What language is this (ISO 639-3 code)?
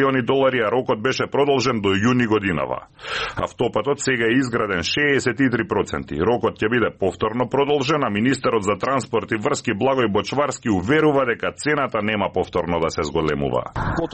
mkd